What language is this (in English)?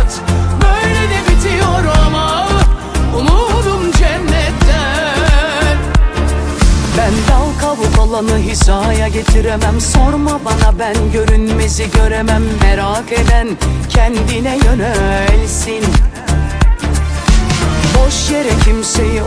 Turkish